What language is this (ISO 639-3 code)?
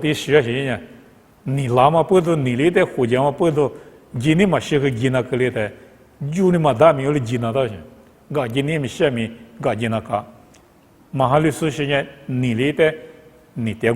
lis